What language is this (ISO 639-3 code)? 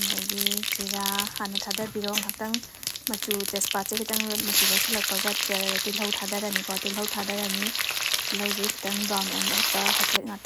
mni